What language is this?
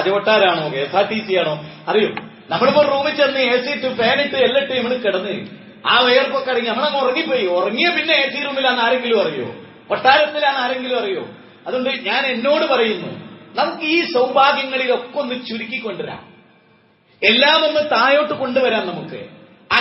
Malayalam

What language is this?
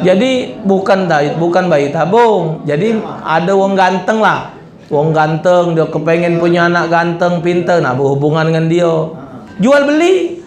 Musi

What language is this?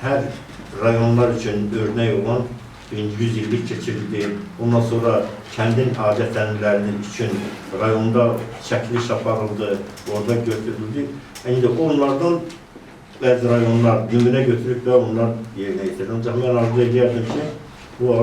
Azerbaijani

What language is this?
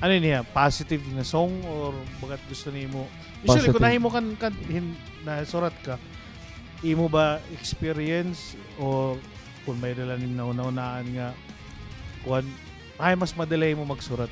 Waray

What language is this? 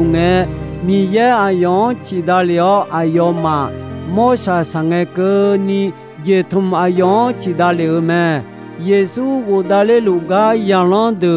Akha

